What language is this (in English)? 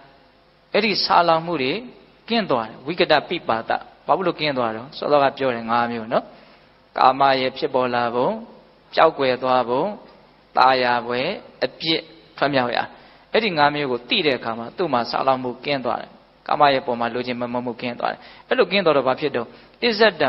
Burmese